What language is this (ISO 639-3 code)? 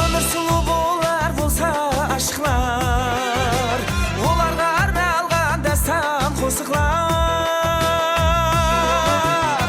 kaa